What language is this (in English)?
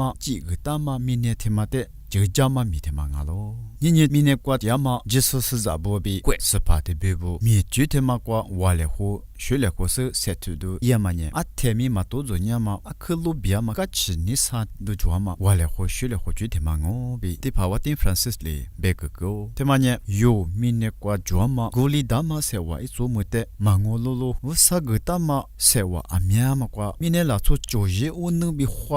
Lisu